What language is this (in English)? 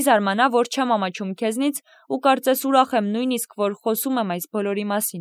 Armenian